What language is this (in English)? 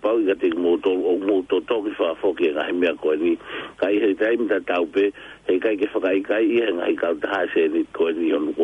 Tongan